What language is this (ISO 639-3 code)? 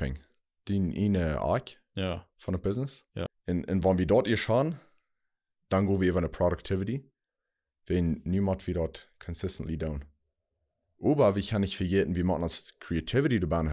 pdt